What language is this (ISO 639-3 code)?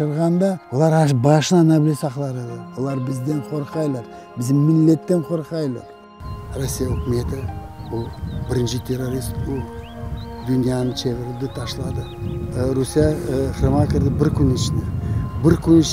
crh